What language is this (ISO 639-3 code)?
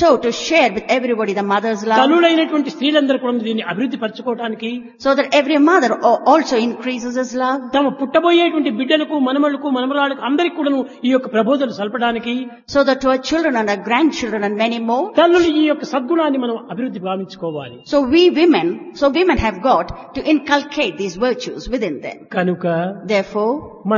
tel